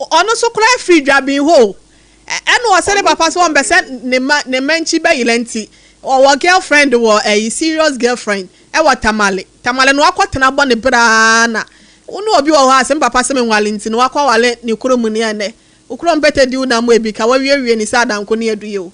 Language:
Akan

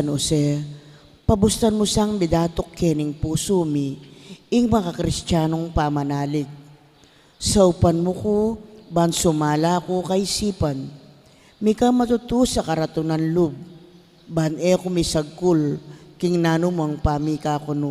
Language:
Pampanga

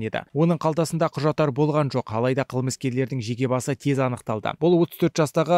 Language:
Kazakh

